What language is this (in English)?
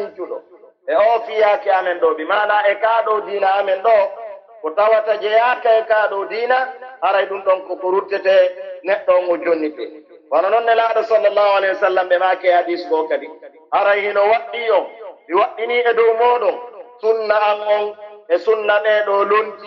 Pular